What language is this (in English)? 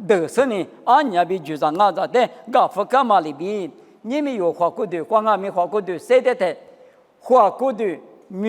Lisu